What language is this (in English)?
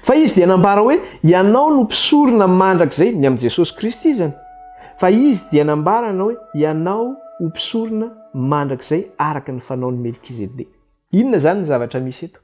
Malagasy